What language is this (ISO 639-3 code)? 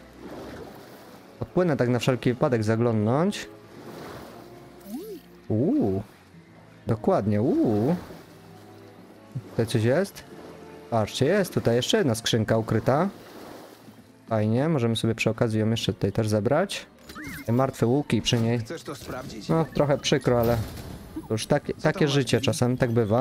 pol